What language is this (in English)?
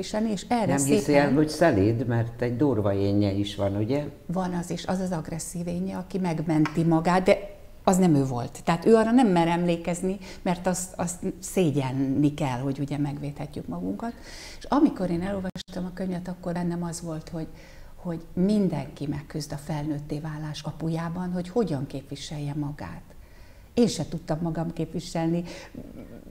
Hungarian